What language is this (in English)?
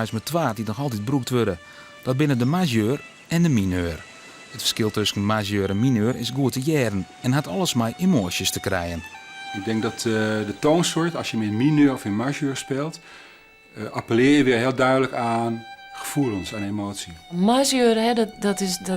Western Frisian